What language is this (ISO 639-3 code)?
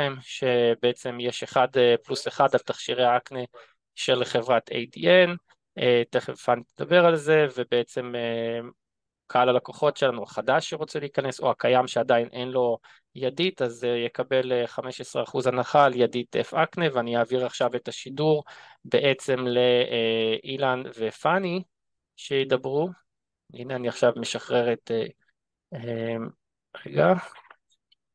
heb